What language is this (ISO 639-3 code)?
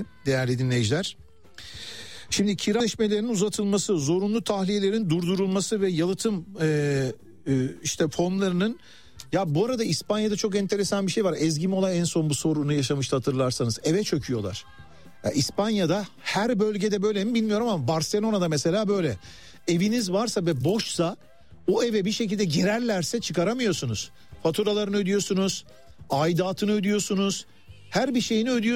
tur